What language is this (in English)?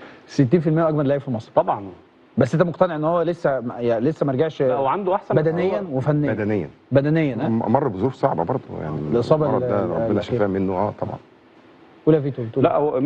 Egyptian Arabic